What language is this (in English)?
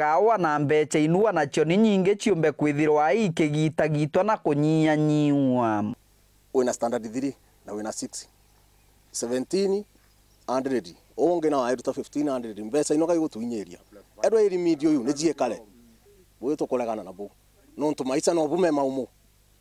Meru